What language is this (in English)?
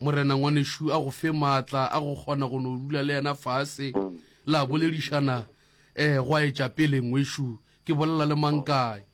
Northern Sotho